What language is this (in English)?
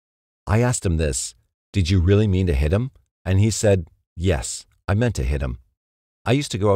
English